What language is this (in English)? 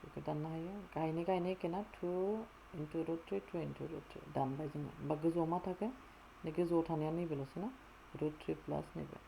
Bodo